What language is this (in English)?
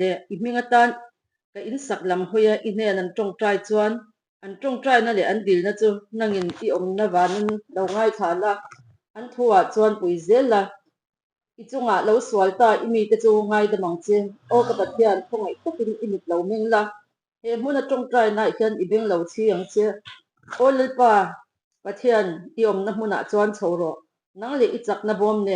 Mizo